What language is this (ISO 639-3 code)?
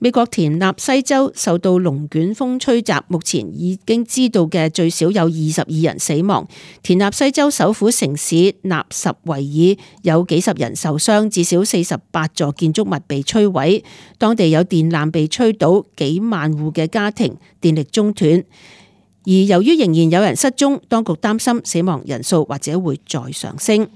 yue